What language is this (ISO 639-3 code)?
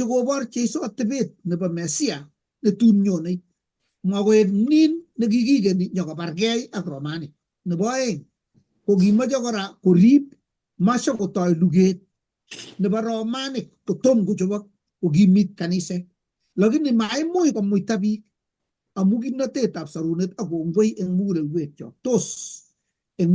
kln